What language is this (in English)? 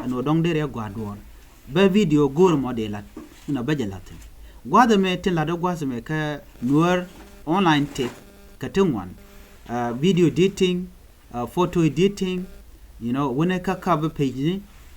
Nuer